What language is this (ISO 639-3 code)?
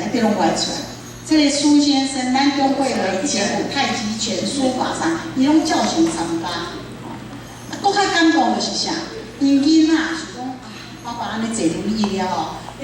nan